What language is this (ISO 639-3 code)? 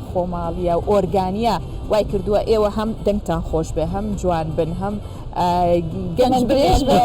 ckb